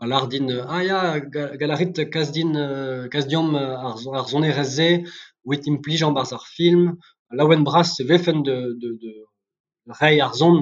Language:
Breton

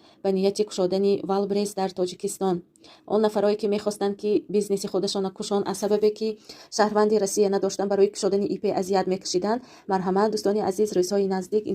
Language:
Tajik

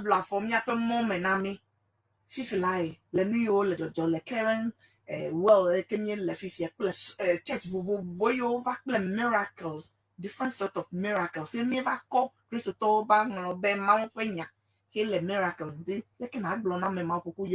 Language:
Ewe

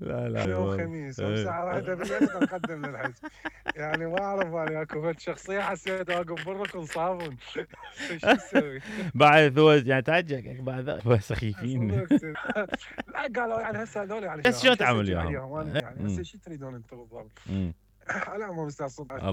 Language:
Mesopotamian Arabic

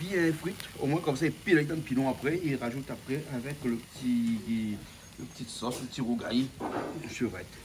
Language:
Réunion Creole French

